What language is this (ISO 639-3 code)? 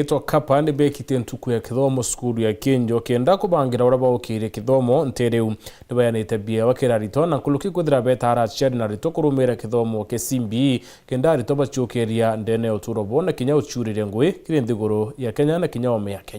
mer